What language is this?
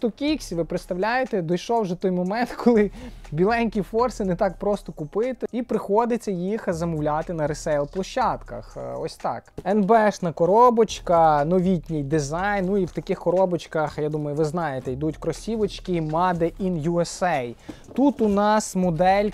Ukrainian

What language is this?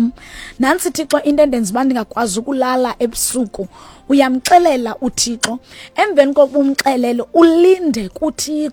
Xhosa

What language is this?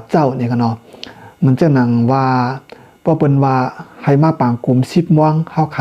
Shan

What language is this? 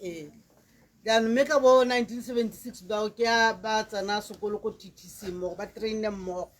Tswana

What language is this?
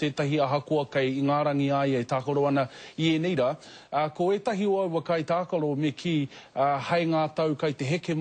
Māori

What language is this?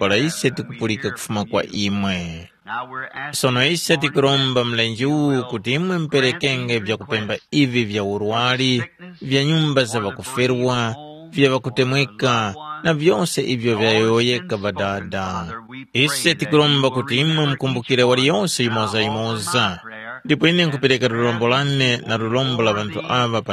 Tumbuka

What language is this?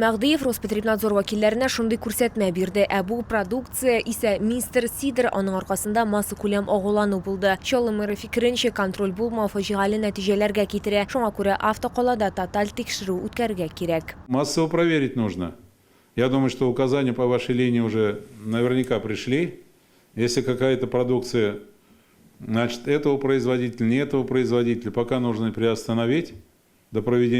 Tatar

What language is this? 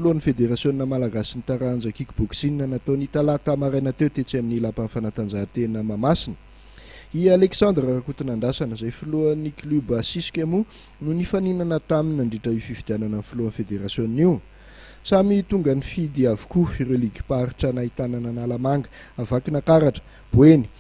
Malagasy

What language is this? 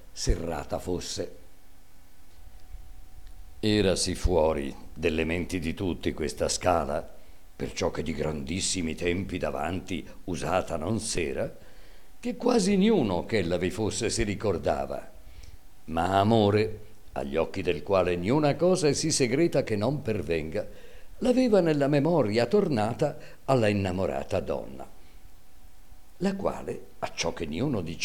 Italian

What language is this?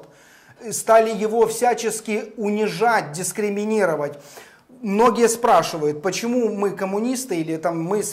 Russian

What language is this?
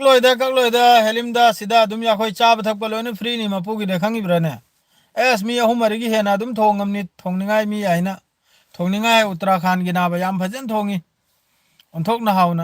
Manipuri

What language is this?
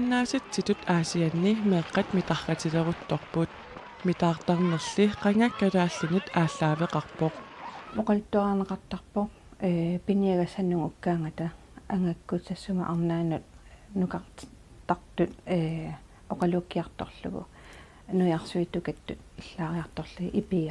Kalaallisut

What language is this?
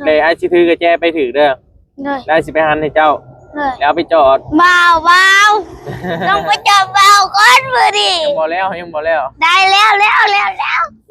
Northeastern Thai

